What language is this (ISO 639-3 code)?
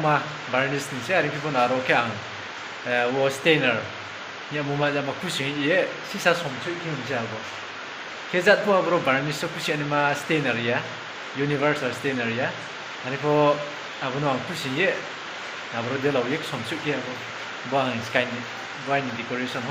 ria